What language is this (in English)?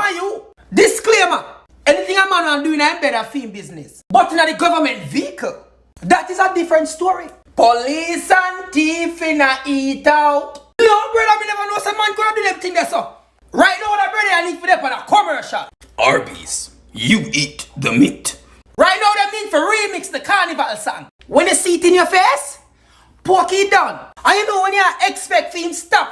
Jamaican Creole English